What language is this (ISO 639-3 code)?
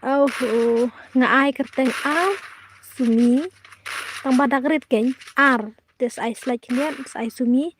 kha